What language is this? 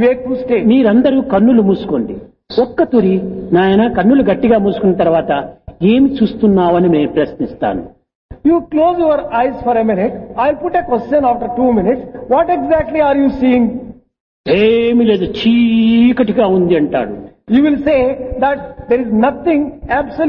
Telugu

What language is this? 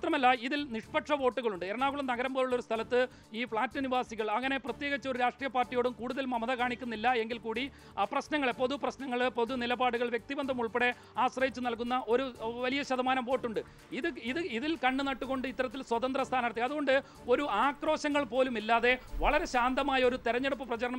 Malayalam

